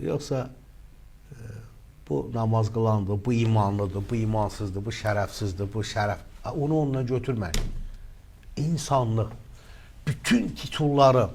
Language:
Azerbaijani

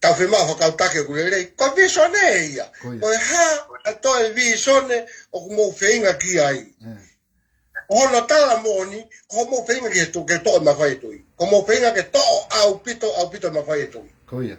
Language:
Tongan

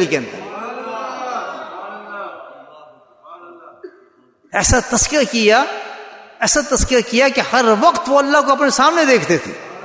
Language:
Urdu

